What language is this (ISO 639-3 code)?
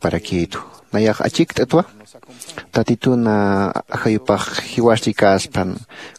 aym